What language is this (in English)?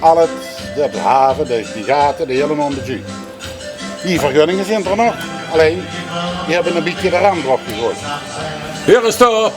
Limburgish